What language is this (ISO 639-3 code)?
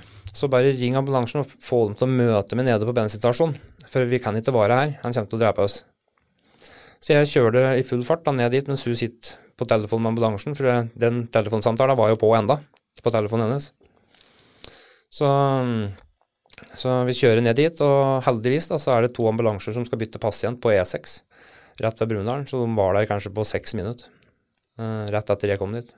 nor